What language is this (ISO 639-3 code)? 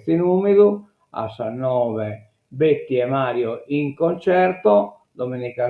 srd